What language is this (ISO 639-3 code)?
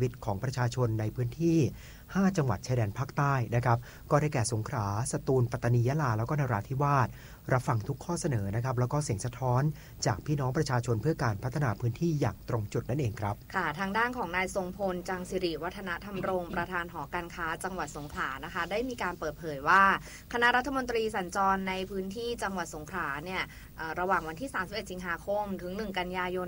tha